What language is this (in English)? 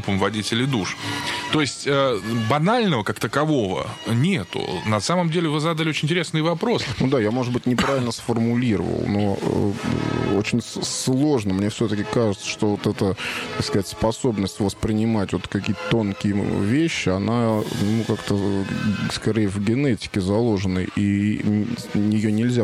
Russian